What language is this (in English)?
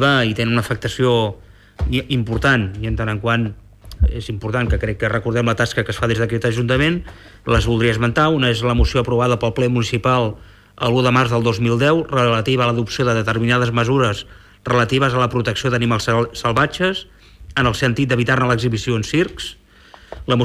Catalan